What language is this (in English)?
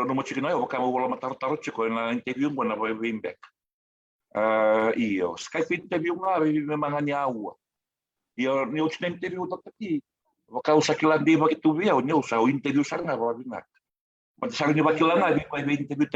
Fijian